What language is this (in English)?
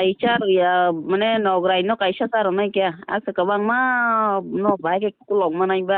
Kok Borok